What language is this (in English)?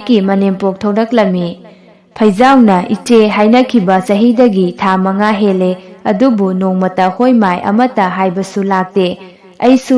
Manipuri